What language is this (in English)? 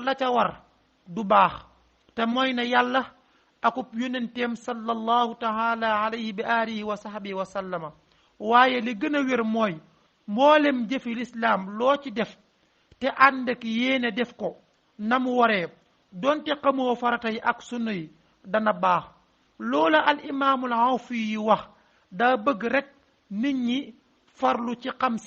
Wolof